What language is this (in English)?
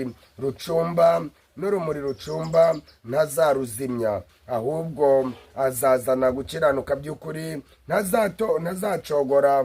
Kinyarwanda